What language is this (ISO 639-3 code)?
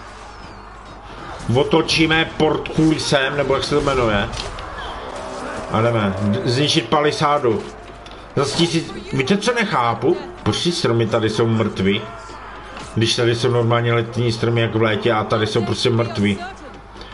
ces